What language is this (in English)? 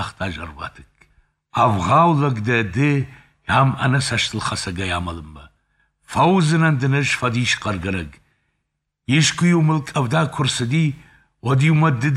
Ossetic